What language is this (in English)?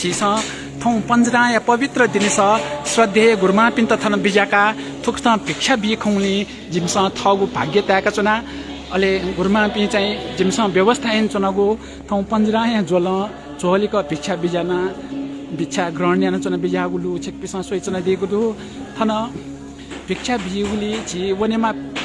Newari